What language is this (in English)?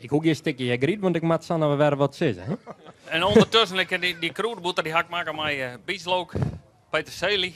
Western Frisian